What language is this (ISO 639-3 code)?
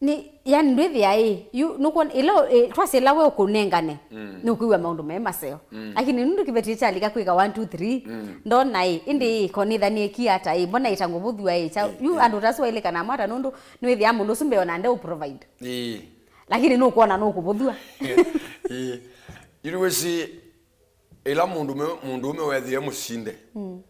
kam